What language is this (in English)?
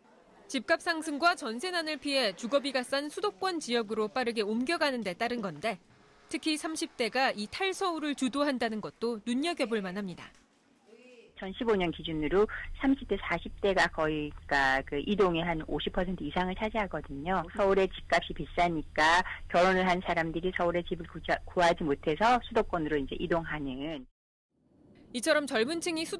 Korean